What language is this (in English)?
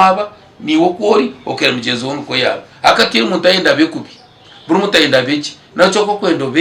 Nyankole